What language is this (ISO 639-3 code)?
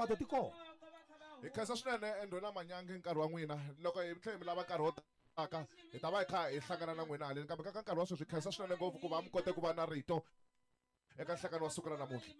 tso